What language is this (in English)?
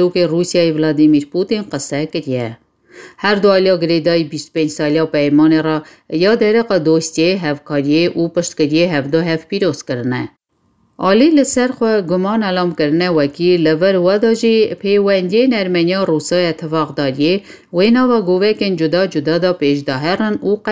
Kurdish